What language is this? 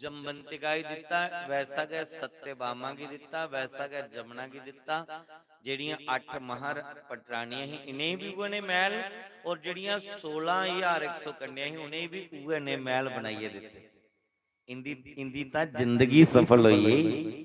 Dogri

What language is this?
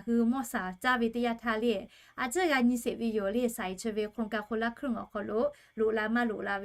Lahu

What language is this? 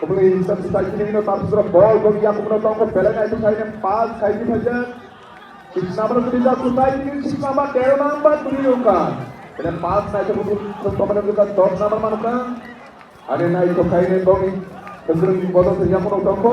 Kok Borok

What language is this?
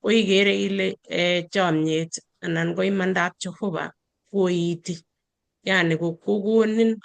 Kalenjin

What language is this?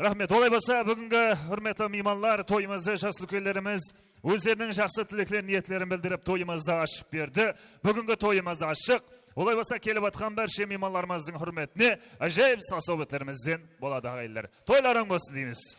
Kara-Kalpak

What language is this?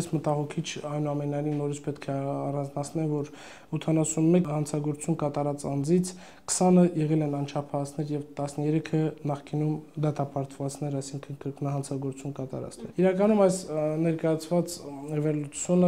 Armenian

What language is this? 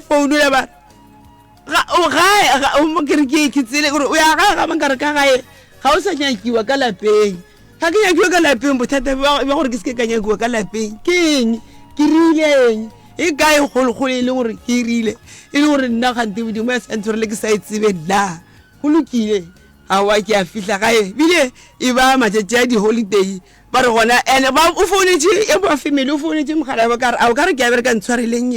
Northern Sotho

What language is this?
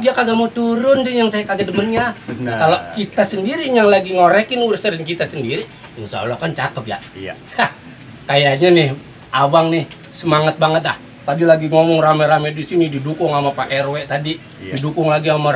Betawi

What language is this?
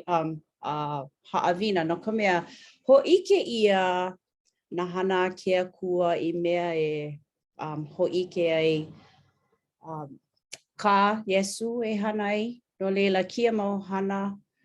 Hawaiian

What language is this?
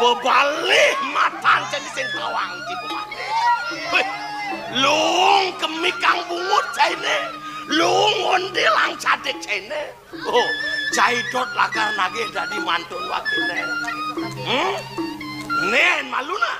Balinese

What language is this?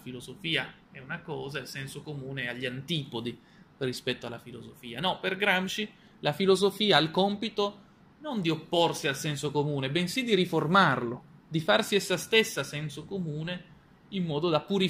Italian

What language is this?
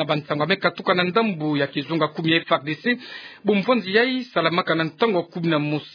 Kituba (Democratic Republic of Congo)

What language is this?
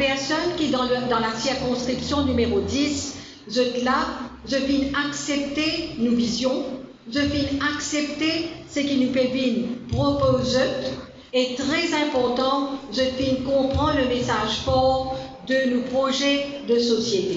Morisyen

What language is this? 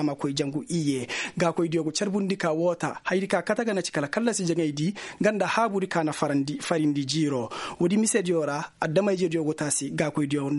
Koyraboro Senni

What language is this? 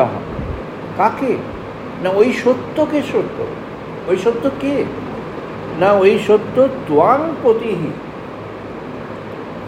Bangla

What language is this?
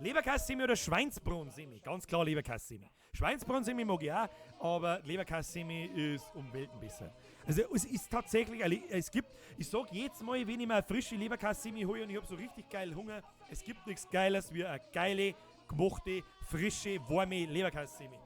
Bavarian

